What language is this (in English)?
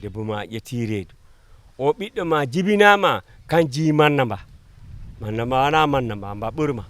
Fula